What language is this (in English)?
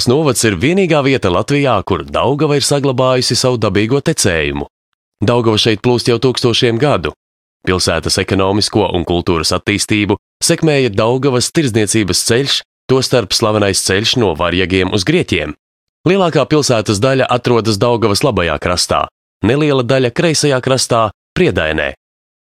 Latvian